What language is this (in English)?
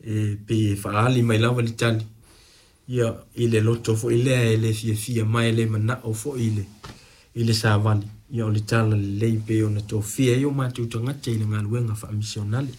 Samoan